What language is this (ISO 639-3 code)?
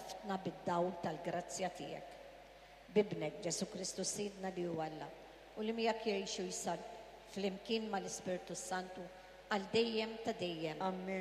mlt